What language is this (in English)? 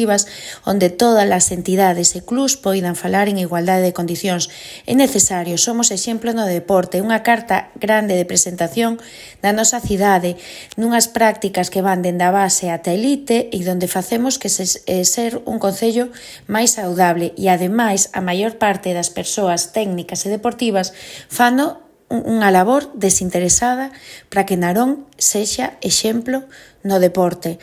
Galician